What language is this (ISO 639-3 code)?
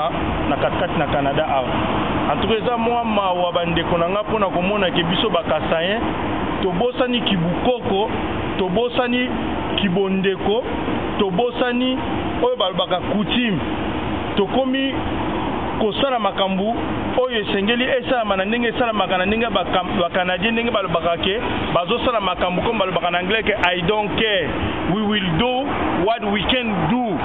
lin